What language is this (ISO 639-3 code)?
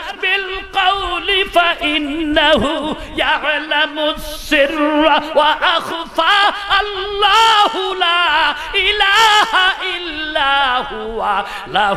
ben